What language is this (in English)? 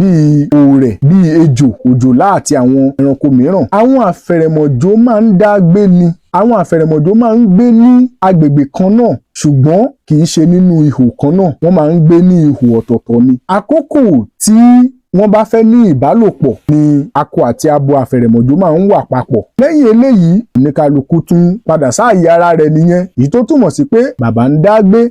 Yoruba